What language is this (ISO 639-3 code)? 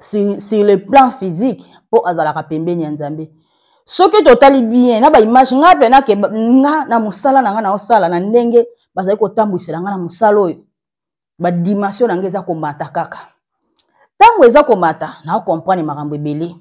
lin